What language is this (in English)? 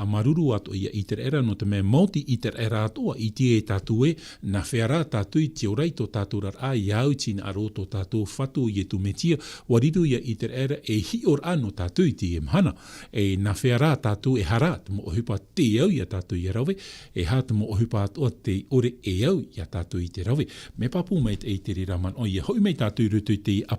Tahitian